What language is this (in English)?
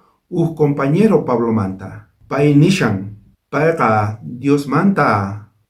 South Bolivian Quechua